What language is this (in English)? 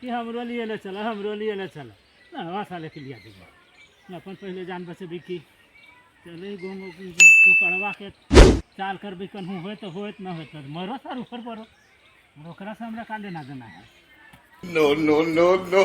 Magahi